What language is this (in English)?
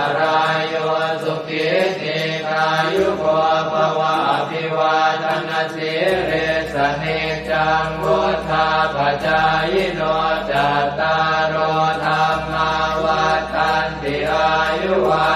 Pali